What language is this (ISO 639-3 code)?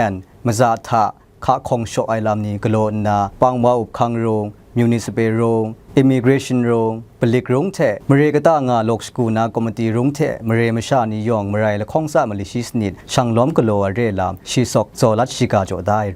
kac